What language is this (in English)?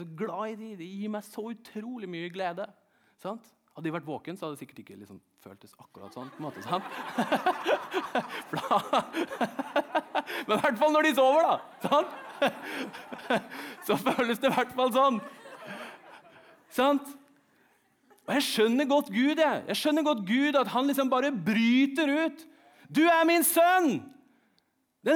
Norwegian